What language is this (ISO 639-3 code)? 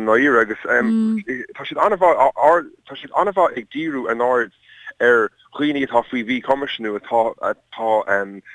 gle